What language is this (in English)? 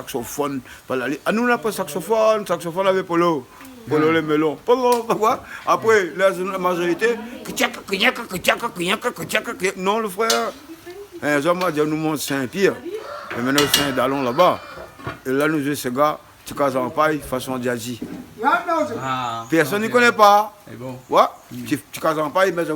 Réunion Creole French